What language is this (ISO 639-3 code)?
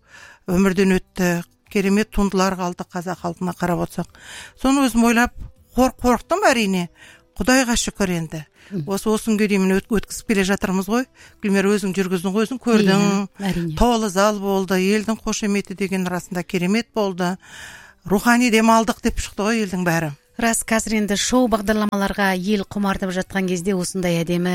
kaz